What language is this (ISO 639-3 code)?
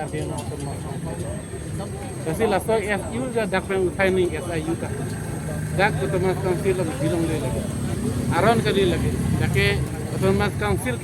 mjw